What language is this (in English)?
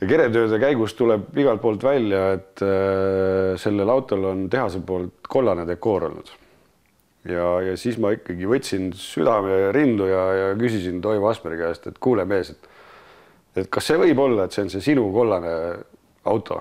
Estonian